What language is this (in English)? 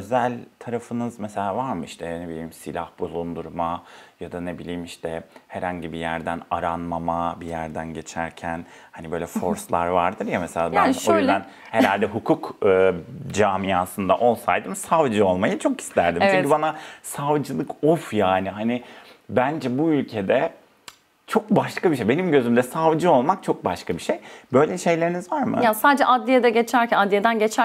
Turkish